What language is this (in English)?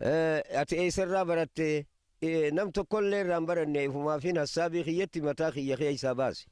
Oromo